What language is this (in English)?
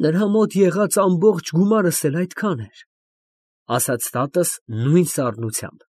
Armenian